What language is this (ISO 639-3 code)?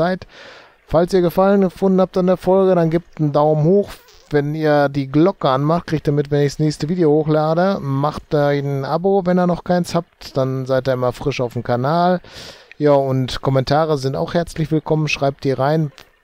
deu